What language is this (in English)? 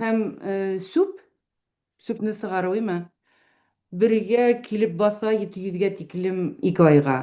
Bashkir